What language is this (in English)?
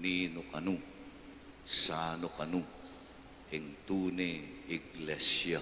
Pampanga